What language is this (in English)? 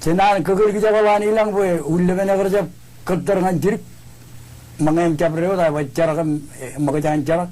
Marshallese